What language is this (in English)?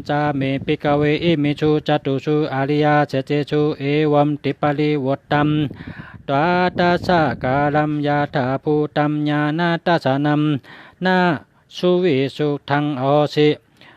Shan